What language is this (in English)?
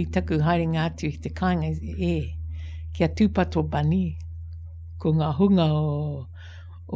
Māori